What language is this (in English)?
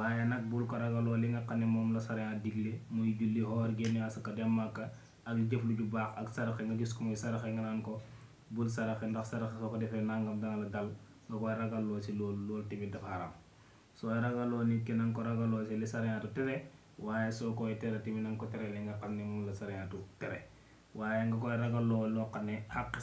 Wolof